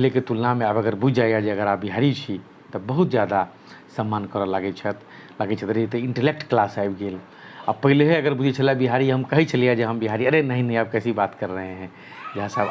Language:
Maithili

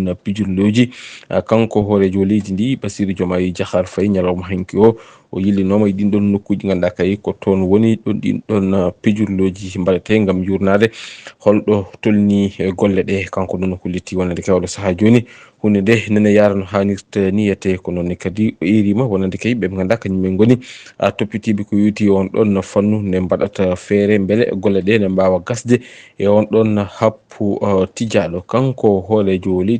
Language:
Fula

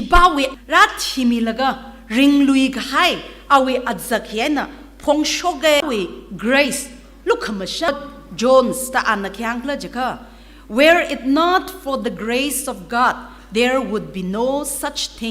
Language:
Tangkhul Naga (India)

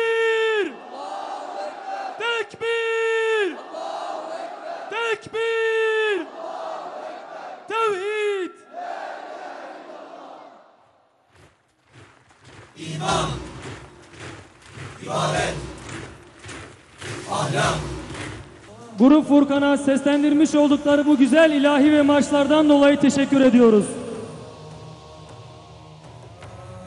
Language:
Turkish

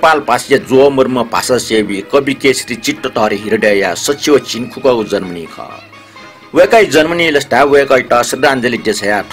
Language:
Newari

